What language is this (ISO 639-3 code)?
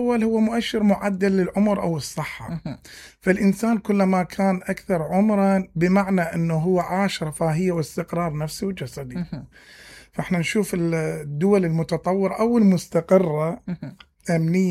acm